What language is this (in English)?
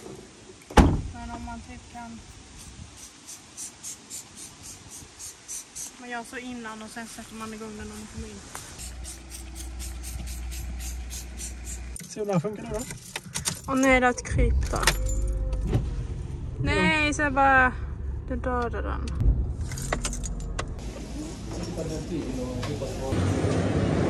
Swedish